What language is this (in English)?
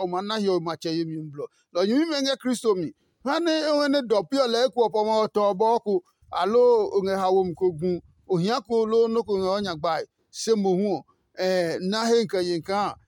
Adangme